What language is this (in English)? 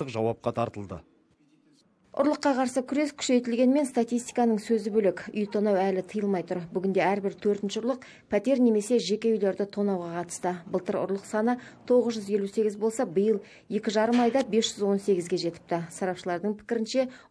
Kazakh